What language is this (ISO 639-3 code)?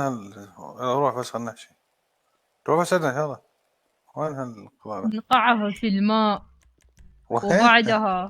acm